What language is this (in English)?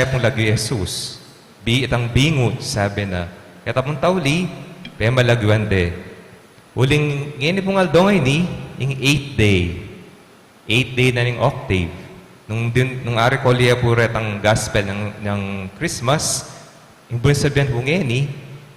Pampanga